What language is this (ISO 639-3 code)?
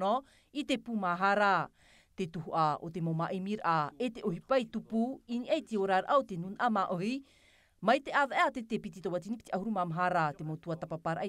tah